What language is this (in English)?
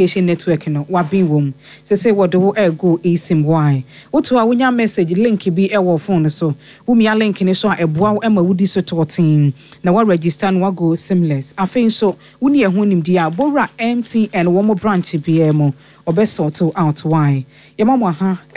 Akan